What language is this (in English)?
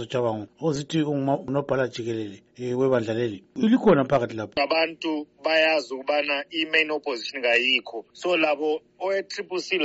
North Ndebele